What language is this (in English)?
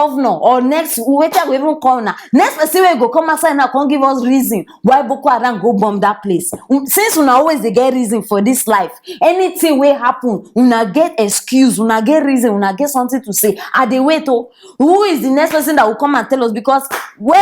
Nigerian Pidgin